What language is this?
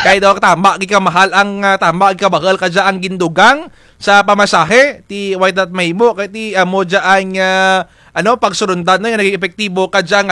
Kinaray-a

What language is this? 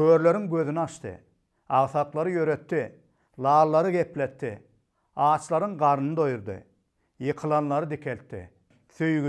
Turkmen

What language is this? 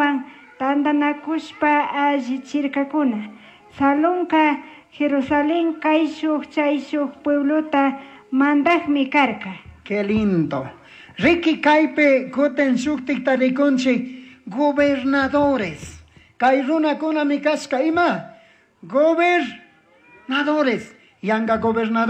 Chimborazo Highland Quichua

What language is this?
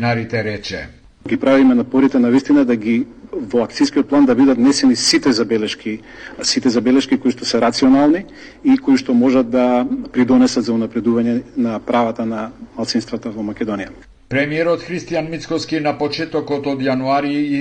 Macedonian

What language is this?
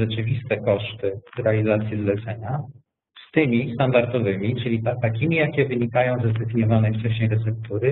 Polish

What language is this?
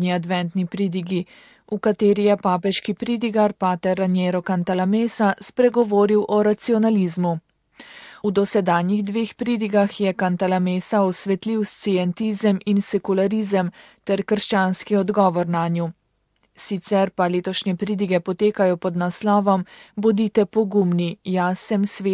Slovenian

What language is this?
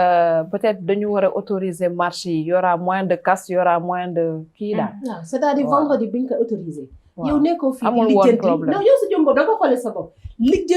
Wolof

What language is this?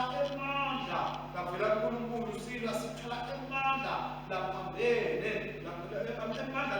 Swati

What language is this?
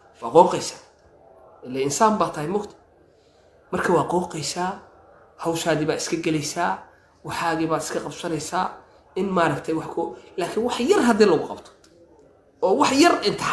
Somali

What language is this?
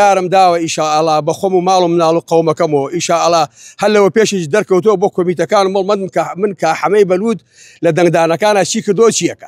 Central Kurdish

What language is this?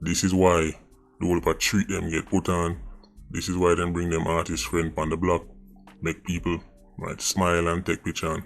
Jamaican Creole English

